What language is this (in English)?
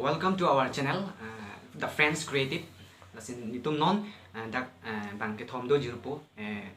Karbi